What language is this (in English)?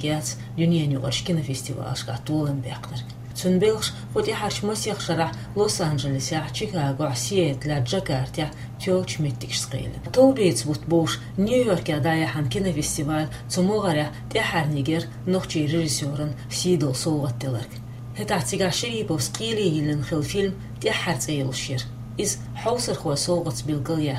Chechen